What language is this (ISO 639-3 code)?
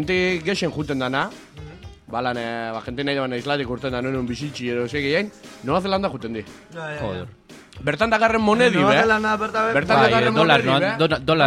eus